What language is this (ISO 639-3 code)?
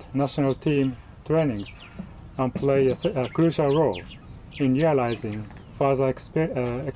tsn